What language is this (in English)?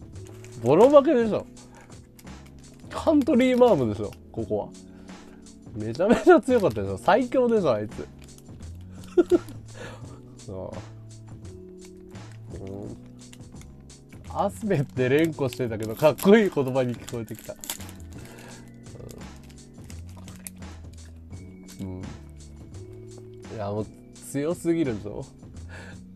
Japanese